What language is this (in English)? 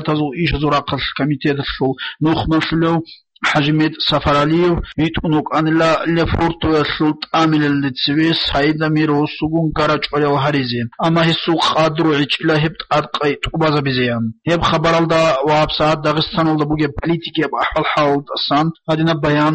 Avaric